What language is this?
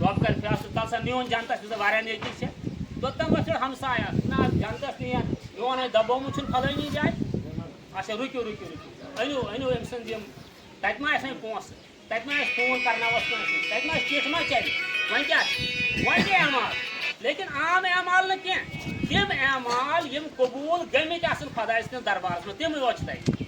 Kashmiri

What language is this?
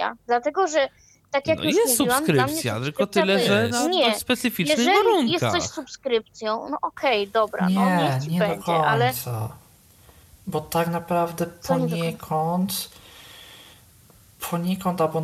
Polish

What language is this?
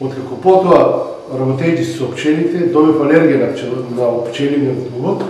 Macedonian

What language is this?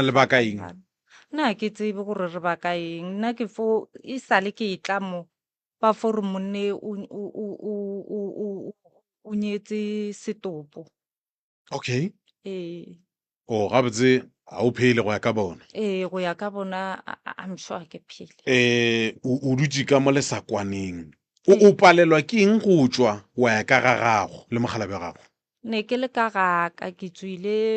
Northern Sotho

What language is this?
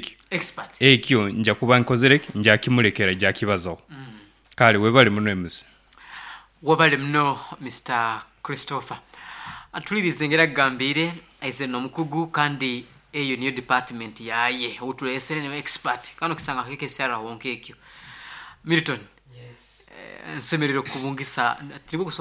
Nyoro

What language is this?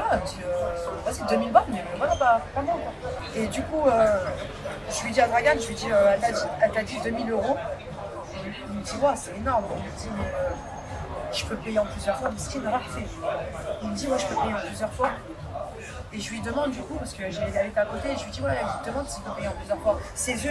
French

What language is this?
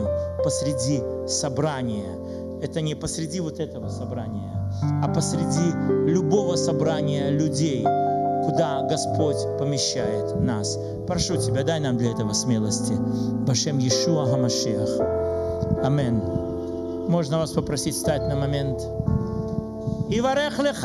Russian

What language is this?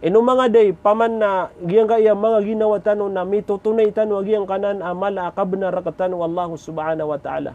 Maranao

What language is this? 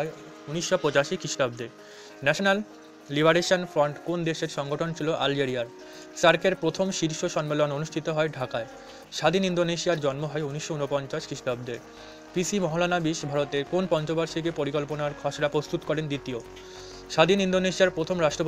Bangla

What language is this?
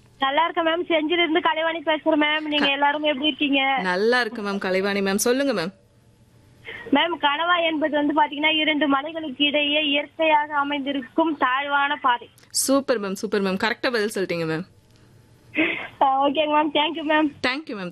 Tamil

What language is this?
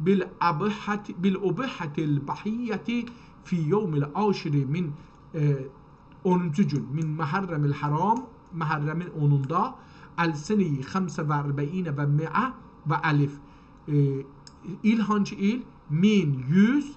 South Azerbaijani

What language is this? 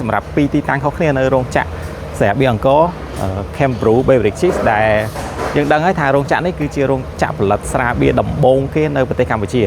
Khmer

